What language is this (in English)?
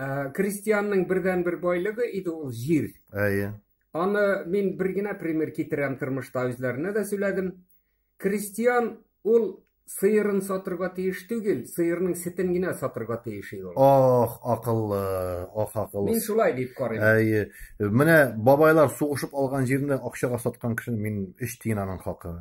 Tatar